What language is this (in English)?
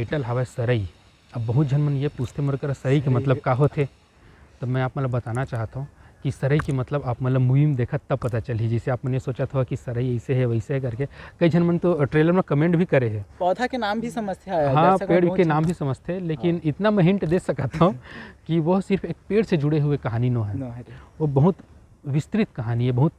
Chhattisgarhi